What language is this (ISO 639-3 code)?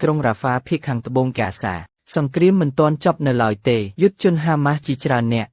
khm